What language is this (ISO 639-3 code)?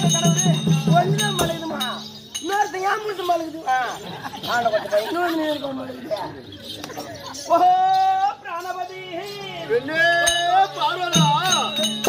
tam